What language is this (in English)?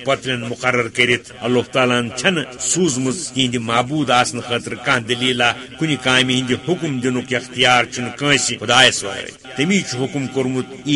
Kashmiri